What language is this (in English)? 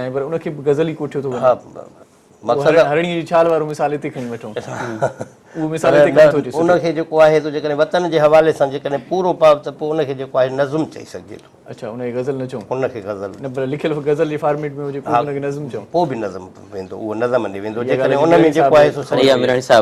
Sindhi